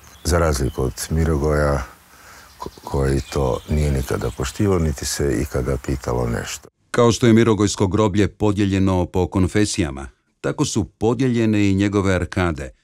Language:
Croatian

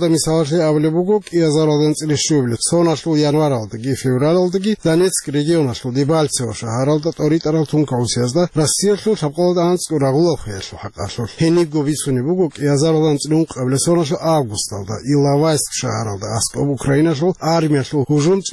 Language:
Avaric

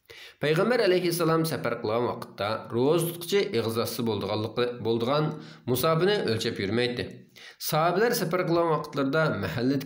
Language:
Uyghur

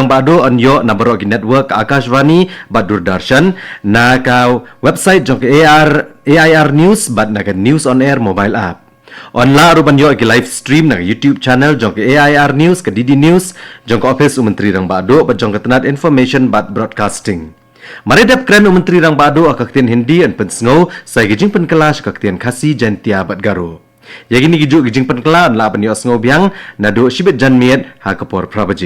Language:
Khasi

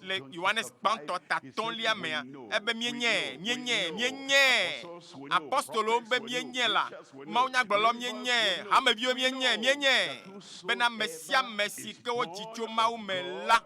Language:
Ewe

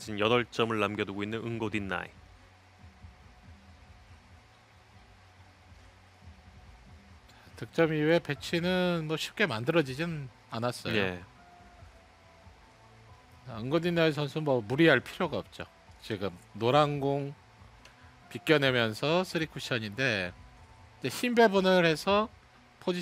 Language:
Korean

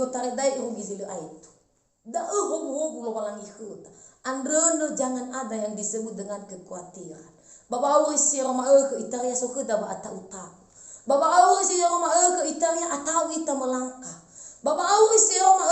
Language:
Nias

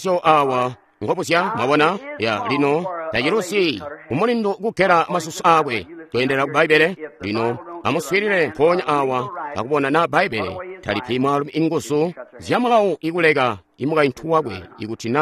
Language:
Tonga (Zambia)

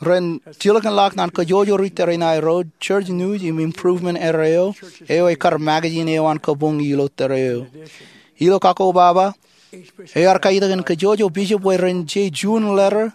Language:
Marshallese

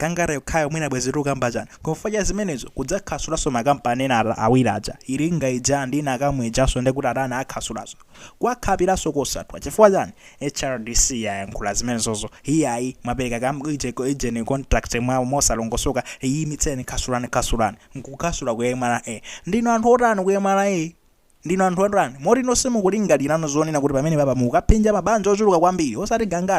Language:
Nyanja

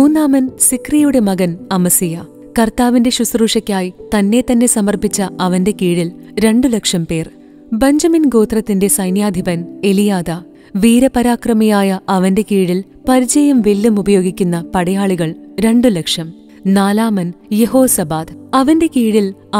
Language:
Malayalam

